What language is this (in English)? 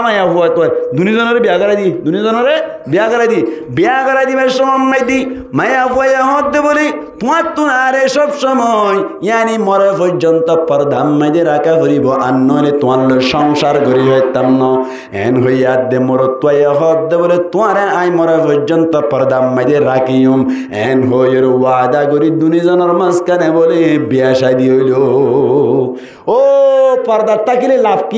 Rohingya